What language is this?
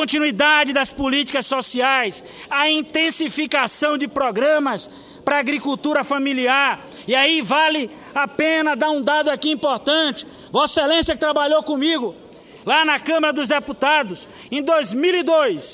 Portuguese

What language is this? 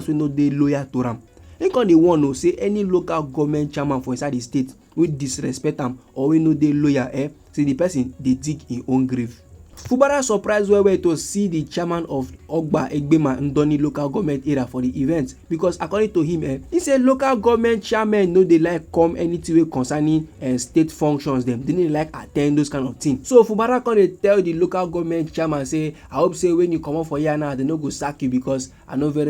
Nigerian Pidgin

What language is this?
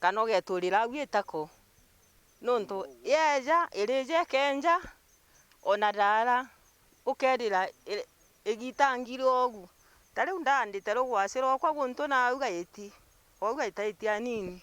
Meru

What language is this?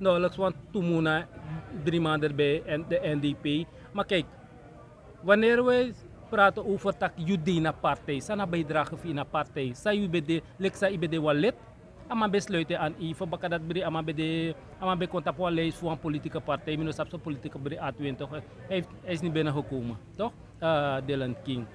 Sranan Tongo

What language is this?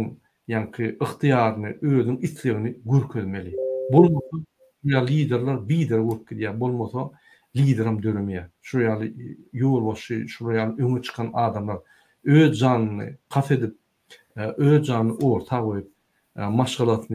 Turkmen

